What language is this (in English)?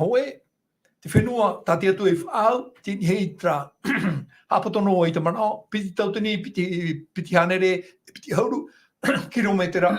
Tahitian